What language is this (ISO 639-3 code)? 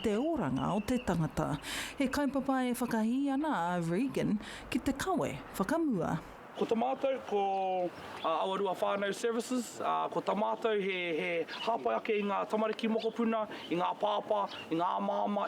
mri